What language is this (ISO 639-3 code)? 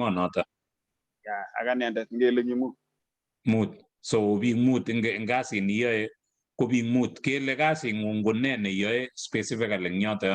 kln